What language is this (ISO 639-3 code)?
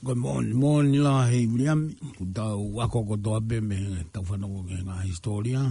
ton